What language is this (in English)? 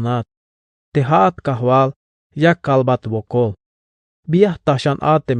Tzeltal